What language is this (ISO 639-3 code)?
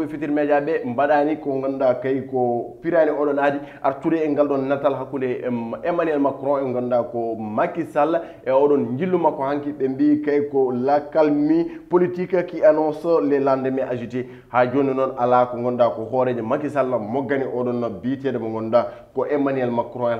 ful